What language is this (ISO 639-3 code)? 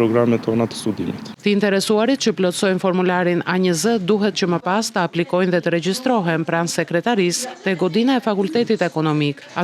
sqi